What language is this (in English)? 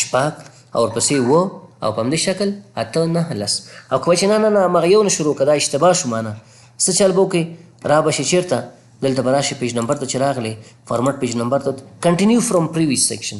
Pashto